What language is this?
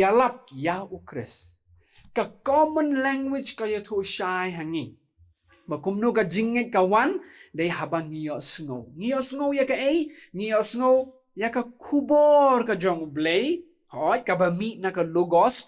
Khasi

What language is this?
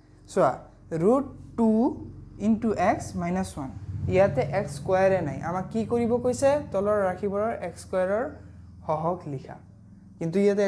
Assamese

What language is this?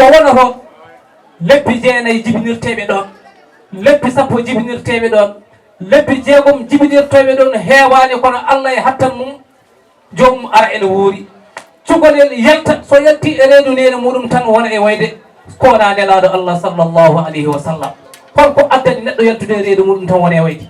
Fula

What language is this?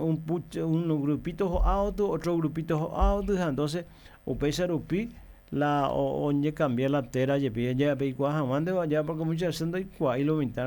Guarani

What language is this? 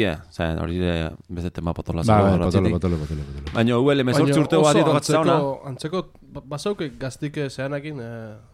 Basque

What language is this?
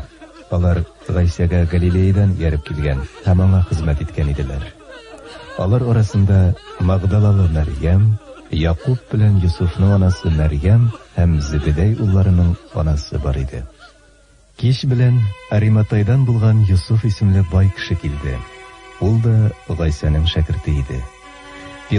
Tatar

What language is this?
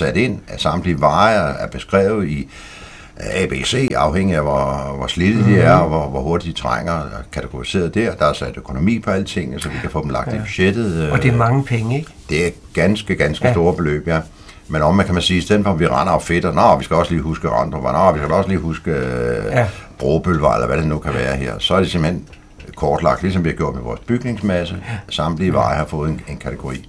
Danish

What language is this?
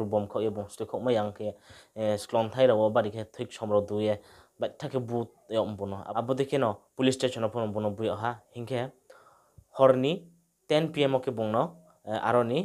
Riang (India)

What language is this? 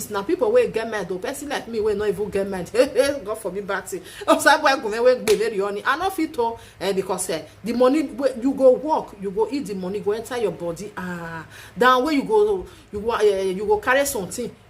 Nigerian Pidgin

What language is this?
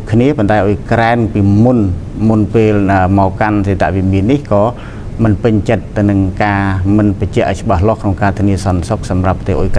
Khmer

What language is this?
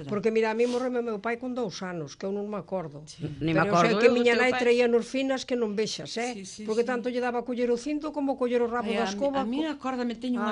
Galician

